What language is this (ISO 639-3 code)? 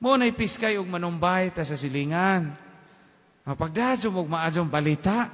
ceb